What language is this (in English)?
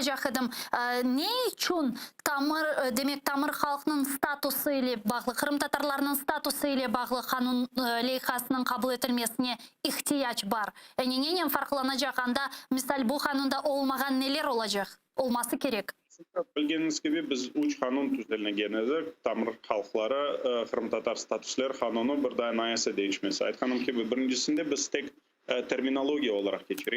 Crimean Tatar